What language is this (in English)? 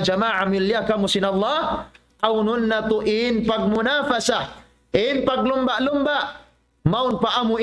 Tausug